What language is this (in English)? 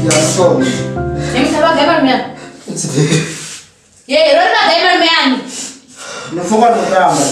Venda